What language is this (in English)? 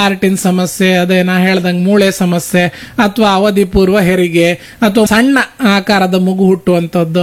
Kannada